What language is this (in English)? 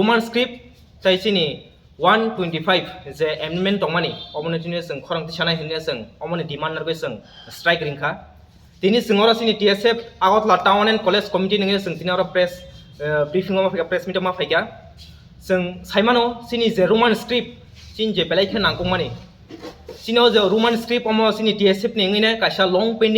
Kok Borok